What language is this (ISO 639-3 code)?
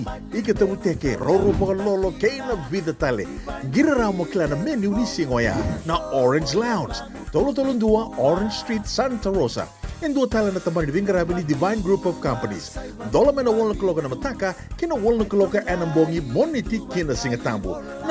fij